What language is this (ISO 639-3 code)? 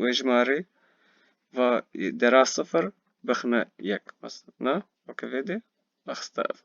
kur